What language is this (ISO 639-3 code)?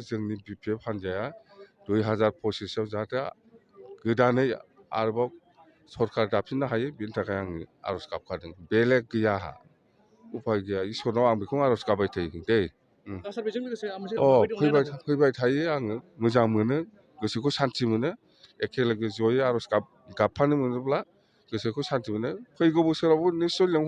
brx